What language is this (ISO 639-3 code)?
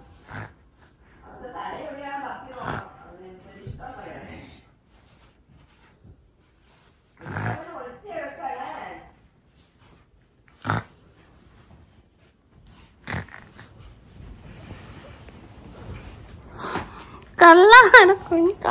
mal